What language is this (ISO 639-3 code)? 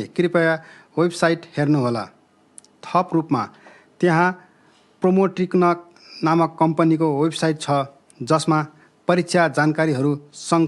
nep